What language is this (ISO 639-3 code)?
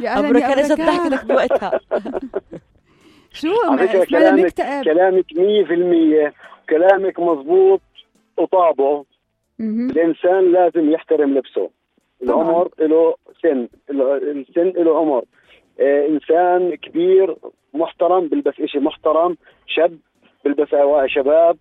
apc